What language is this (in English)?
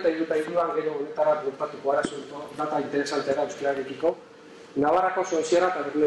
Basque